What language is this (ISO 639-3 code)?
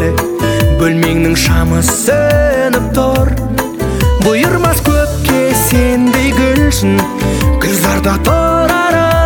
kaz